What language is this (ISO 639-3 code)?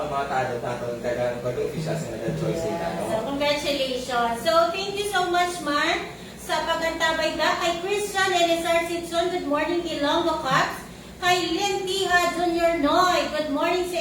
hil